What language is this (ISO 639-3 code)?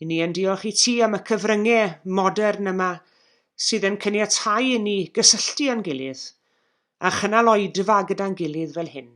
cym